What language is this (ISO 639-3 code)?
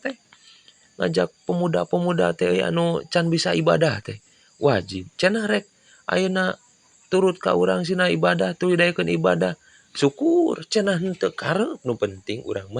sun